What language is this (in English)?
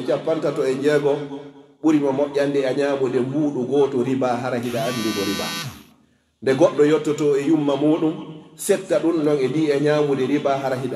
Pular